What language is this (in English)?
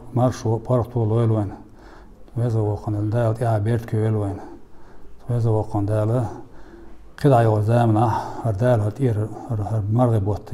Chechen